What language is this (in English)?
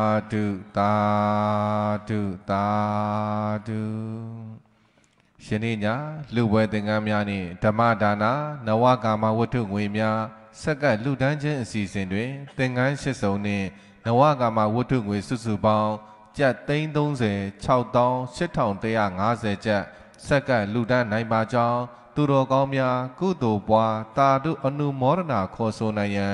Burmese